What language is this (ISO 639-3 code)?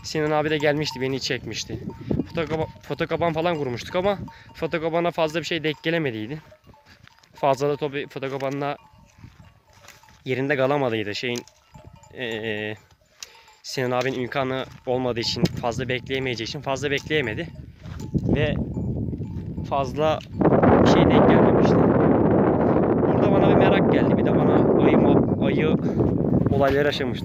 tur